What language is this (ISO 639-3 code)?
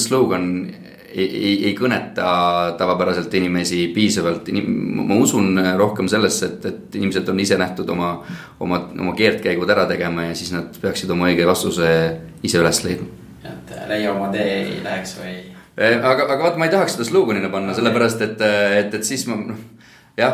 est